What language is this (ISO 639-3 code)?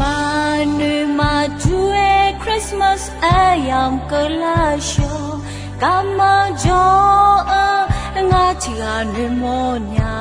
ahk